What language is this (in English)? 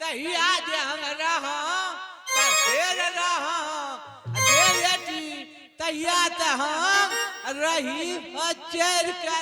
Angika